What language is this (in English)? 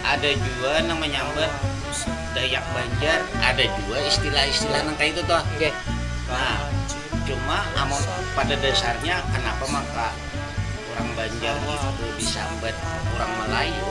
Banjar